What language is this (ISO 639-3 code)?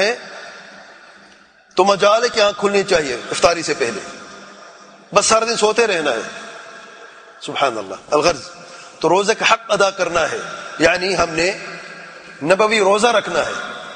urd